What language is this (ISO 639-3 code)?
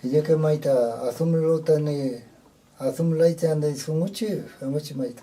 arn